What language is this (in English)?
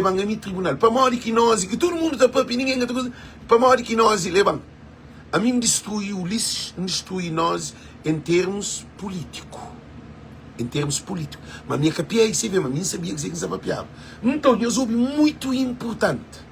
Kabuverdianu